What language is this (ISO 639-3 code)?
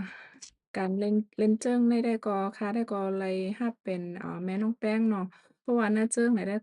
shn